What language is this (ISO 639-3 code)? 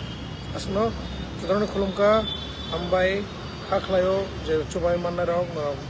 trp